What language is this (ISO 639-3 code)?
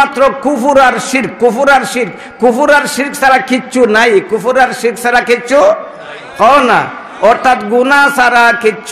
syl